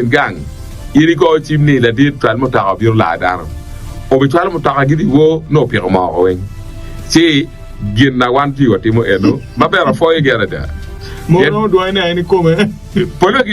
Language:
Acoli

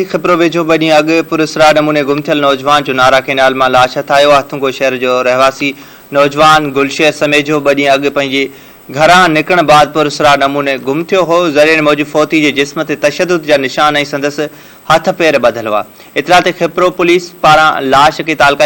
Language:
Sindhi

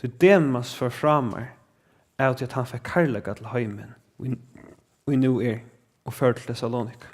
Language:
Faroese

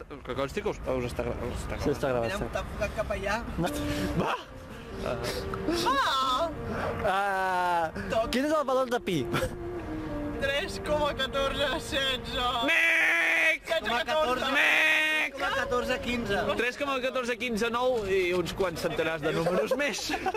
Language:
Catalan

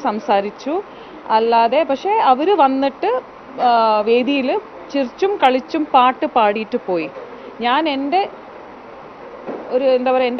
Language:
Malayalam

